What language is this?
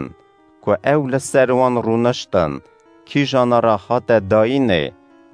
Kurdish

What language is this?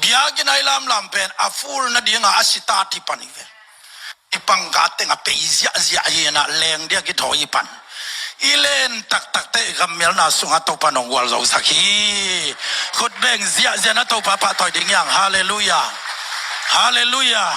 Tedim Chin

